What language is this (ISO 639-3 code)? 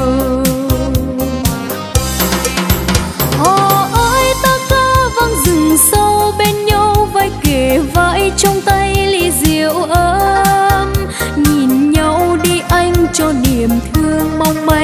vie